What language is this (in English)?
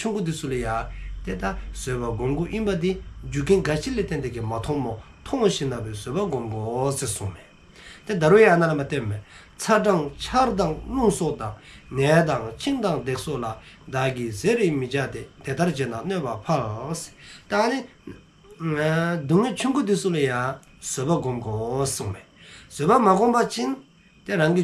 Dzongkha